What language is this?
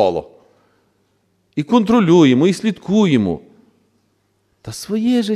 Ukrainian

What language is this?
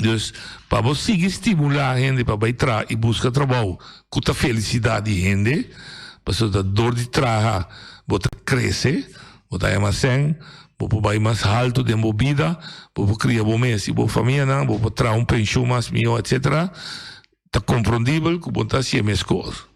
Papiamento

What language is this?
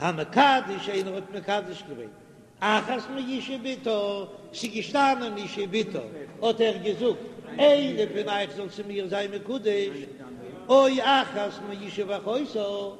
Yiddish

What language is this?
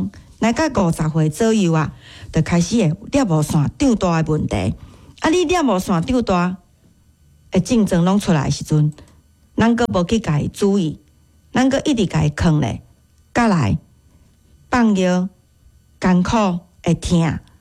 Min Nan Chinese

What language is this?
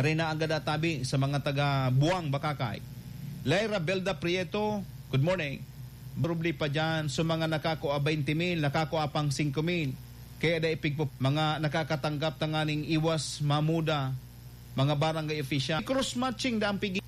Bikol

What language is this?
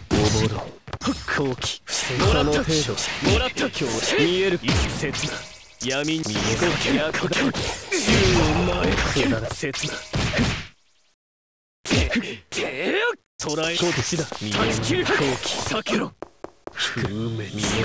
Japanese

